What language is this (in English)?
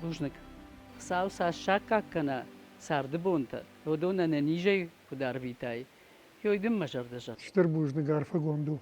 Ossetic